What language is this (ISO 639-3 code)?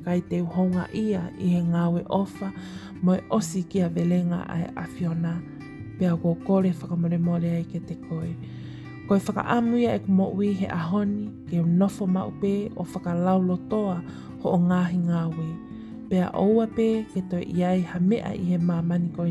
ton